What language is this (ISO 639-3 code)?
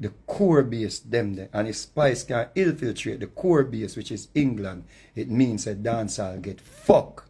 jam